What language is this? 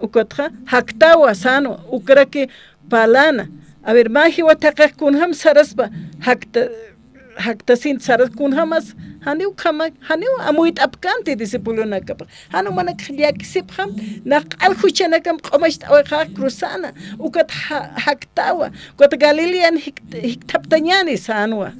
Aymara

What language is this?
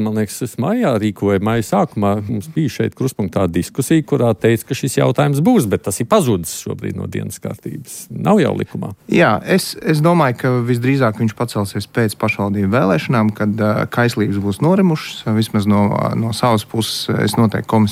Latvian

